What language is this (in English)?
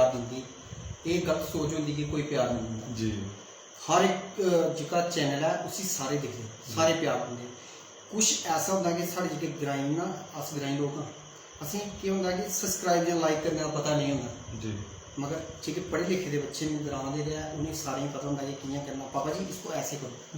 Dogri